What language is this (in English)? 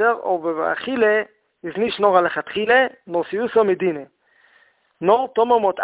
Yiddish